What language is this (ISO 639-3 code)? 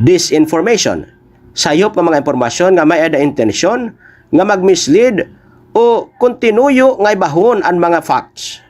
war